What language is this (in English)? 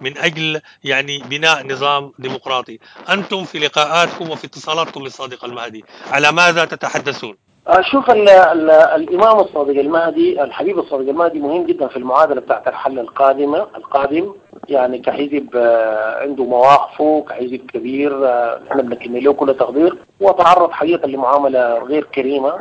Sudanese Arabic